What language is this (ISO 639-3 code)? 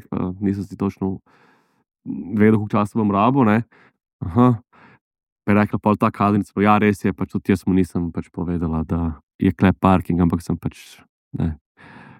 slv